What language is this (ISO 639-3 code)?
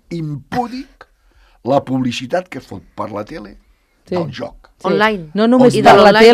cat